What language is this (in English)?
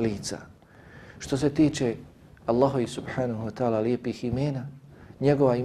Bosnian